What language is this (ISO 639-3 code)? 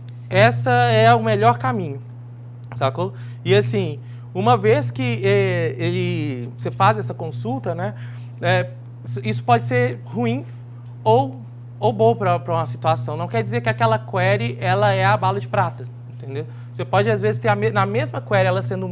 por